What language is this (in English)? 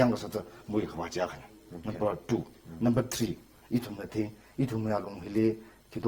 Tangkhul Naga (India)